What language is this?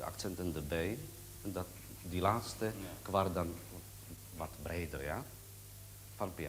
Western Frisian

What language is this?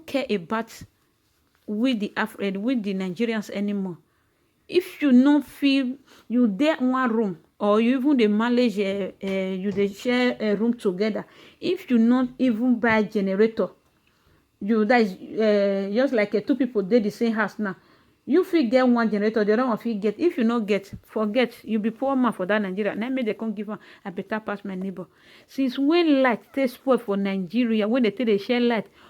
Nigerian Pidgin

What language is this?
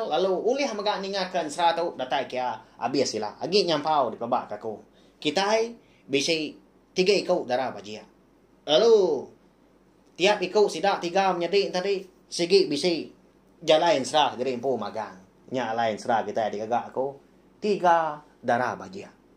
Iban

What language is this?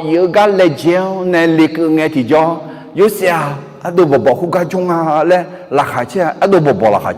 Akha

